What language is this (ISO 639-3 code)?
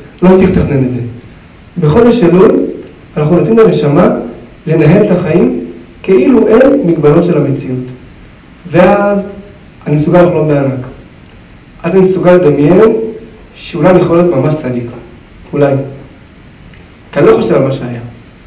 heb